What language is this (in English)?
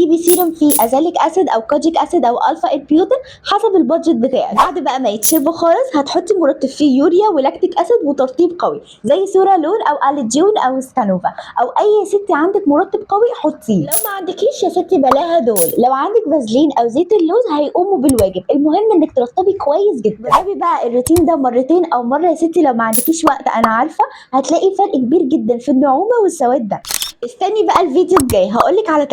Egyptian Arabic